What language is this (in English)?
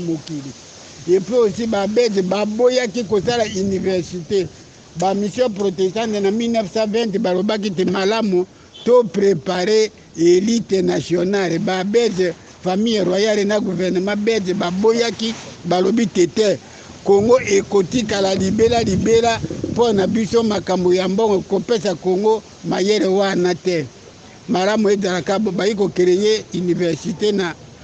Lingala